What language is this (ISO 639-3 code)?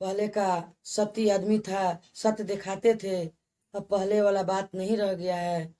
bho